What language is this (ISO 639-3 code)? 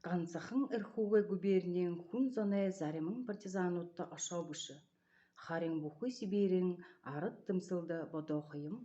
bua